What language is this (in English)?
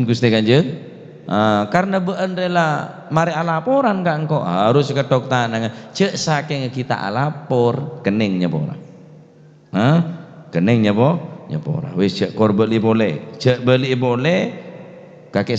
Madurese